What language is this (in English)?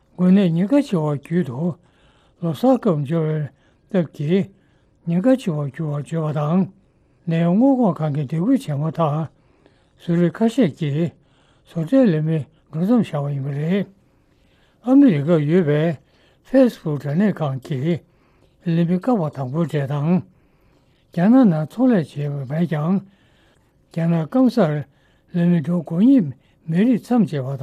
Tibetan